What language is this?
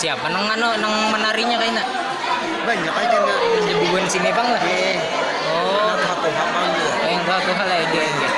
Banjar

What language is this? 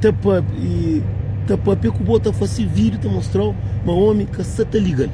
Kabuverdianu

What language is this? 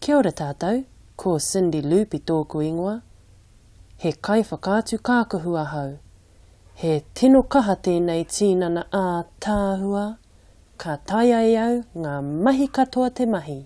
Māori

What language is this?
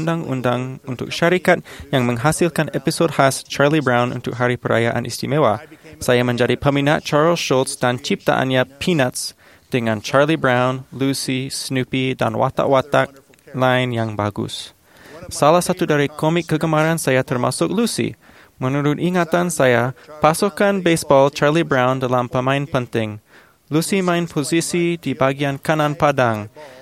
Malay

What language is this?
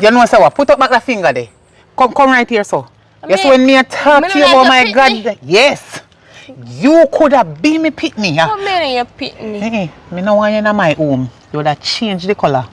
Jamaican Creole English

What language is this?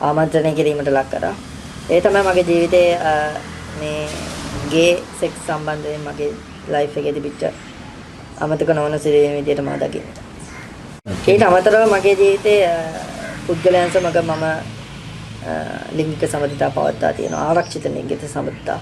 Sinhala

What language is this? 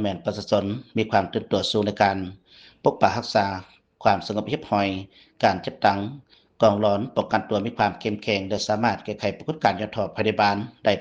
Lao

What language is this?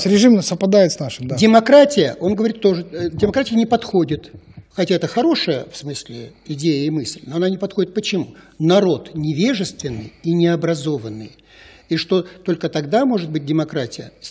Russian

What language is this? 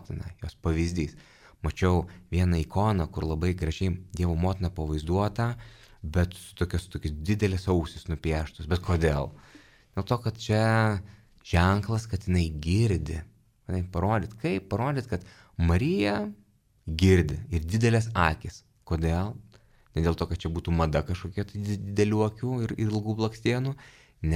Lithuanian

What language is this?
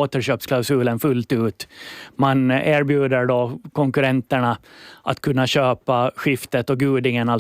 Swedish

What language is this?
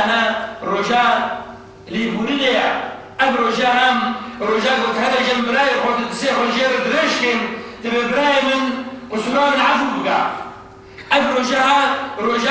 Kurdish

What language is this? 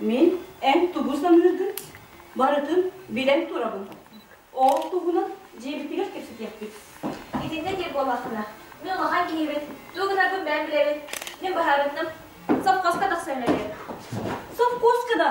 Yakut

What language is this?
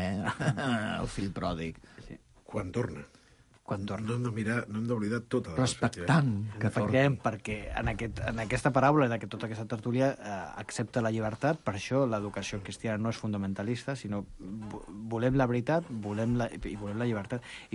Catalan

